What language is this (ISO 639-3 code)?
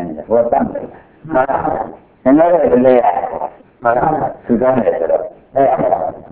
mya